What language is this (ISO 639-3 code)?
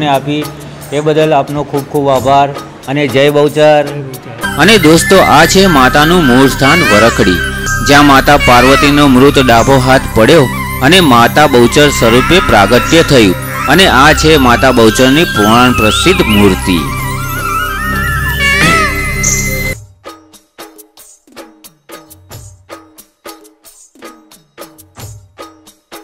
guj